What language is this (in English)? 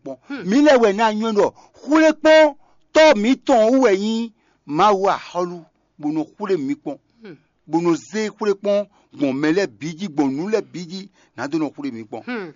Fon